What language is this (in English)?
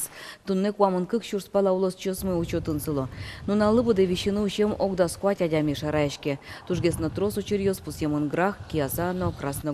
Udmurt